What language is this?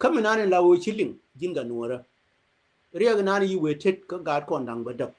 Nuer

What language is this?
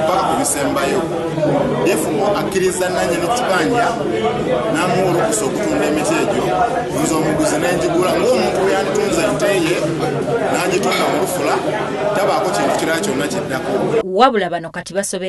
Ganda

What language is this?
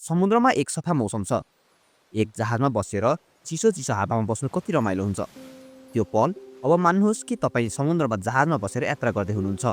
Nepali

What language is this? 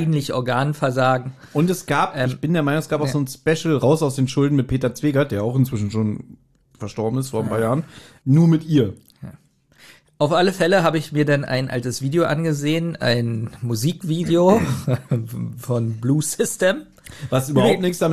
German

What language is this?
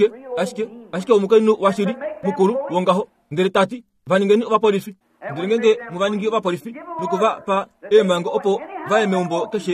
Kuanyama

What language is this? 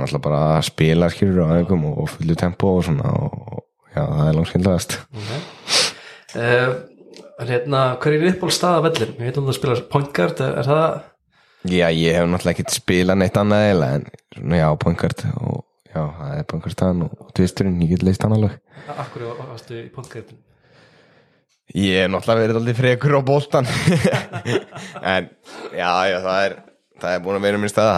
Icelandic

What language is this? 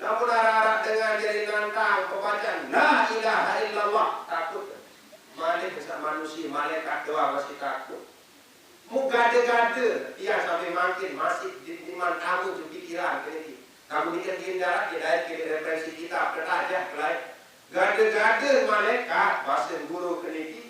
Sasak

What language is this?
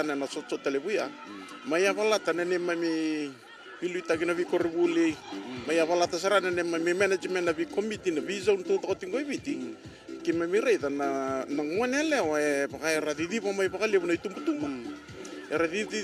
Fijian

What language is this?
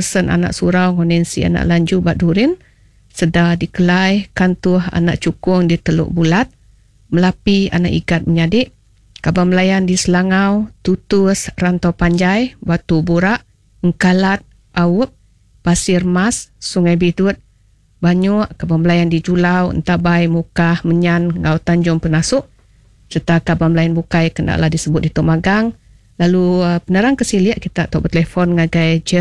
Iban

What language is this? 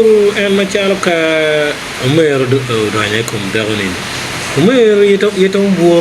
Acoli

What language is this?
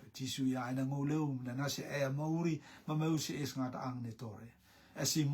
Rotuman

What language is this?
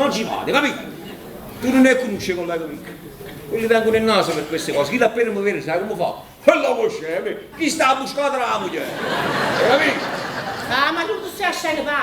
Neapolitan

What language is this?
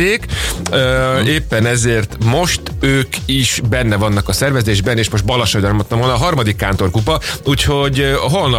Hungarian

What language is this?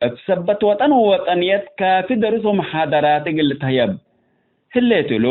Tigre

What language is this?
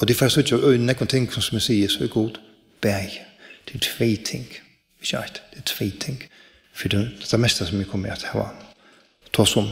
Faroese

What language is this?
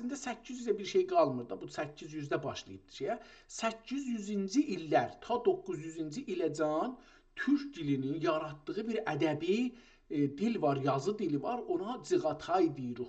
South Azerbaijani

